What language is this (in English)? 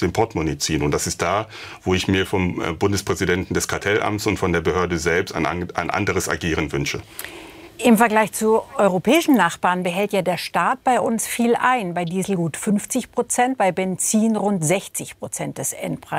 German